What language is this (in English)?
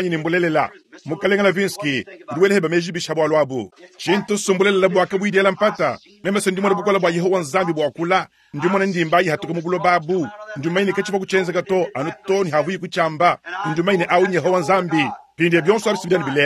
Luba-Lulua